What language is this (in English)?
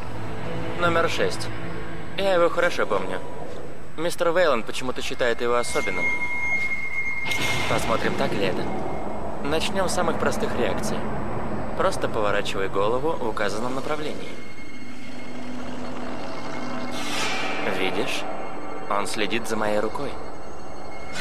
Russian